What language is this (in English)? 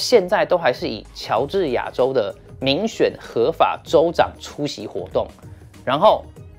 Chinese